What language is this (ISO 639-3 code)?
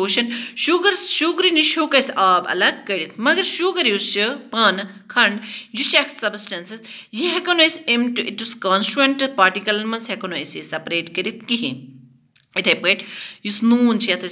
kas